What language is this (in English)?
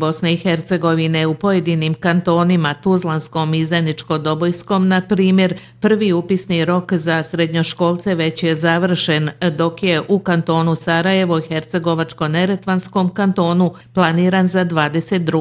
Bosnian